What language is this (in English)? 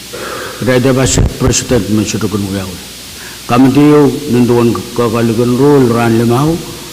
Pohnpeian